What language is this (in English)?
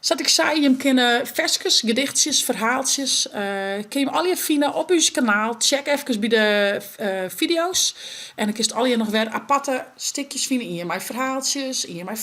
Western Frisian